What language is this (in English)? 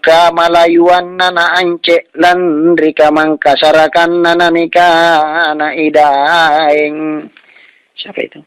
Makasar